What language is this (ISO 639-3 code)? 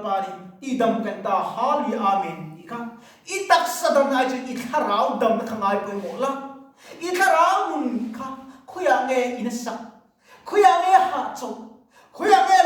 lus